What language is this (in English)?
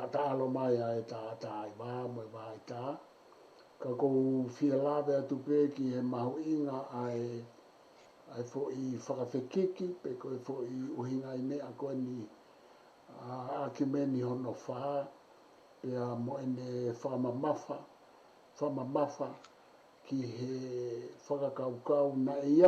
Tongan